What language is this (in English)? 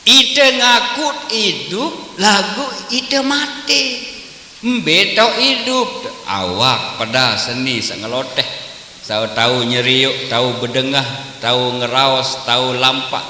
Sasak